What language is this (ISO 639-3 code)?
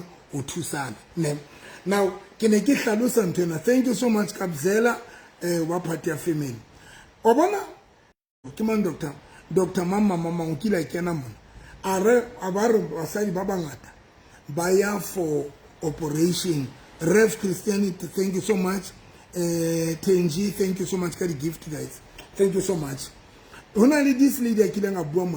sot